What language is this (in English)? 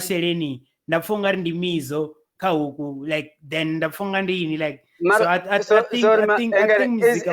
Venda